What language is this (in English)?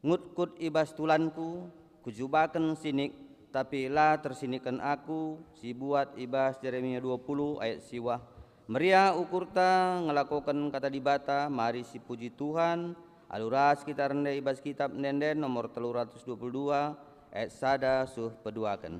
Batak Karo